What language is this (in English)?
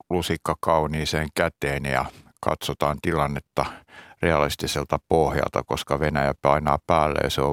Finnish